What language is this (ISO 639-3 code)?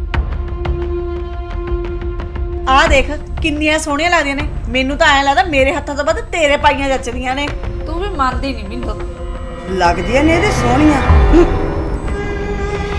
pan